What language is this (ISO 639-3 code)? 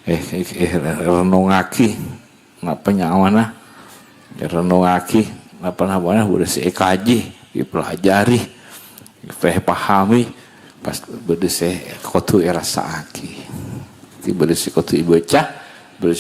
mad